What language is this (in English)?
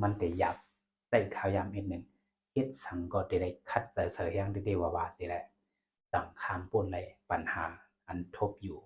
Shan